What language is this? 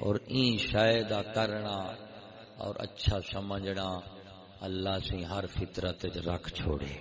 Saraiki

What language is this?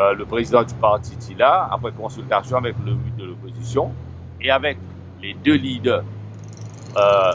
Morisyen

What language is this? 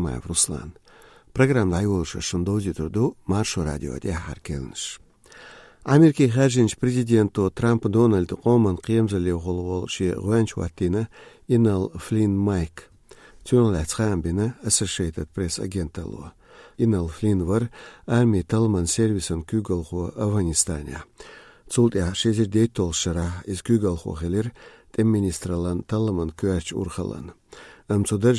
Chechen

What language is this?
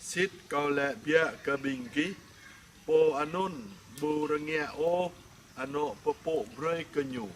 Jarai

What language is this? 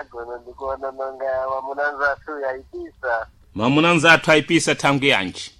Sena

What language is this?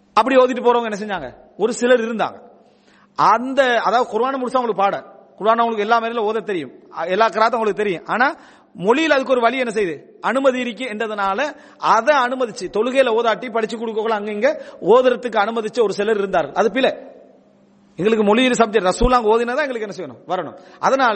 Tamil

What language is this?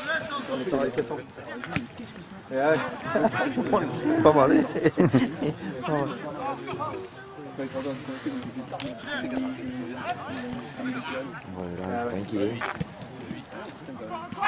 French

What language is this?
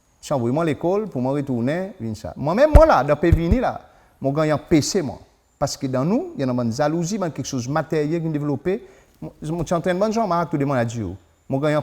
Seselwa Creole French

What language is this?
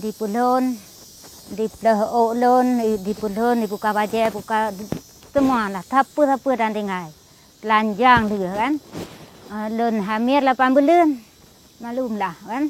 Achinese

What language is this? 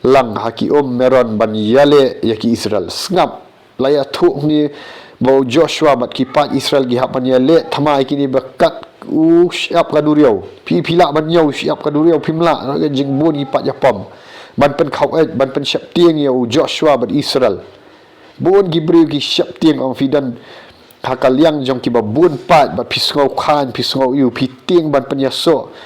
Khasi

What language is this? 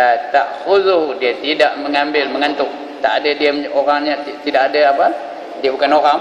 Malay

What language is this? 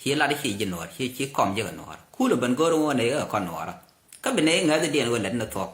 Nuer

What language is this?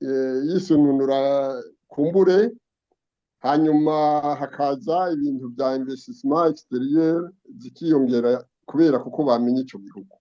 Rundi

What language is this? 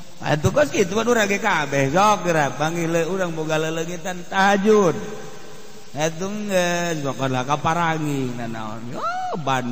Sundanese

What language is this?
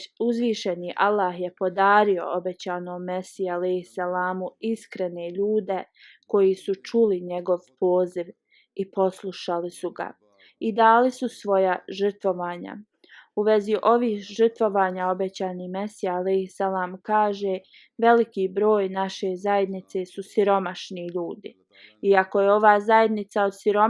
Bosnian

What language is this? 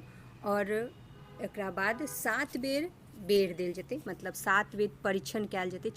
Maithili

